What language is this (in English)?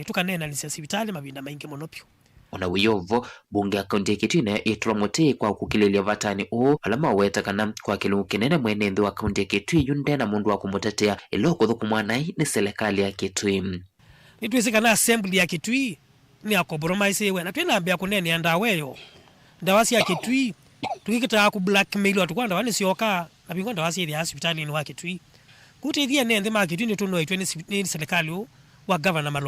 Kamba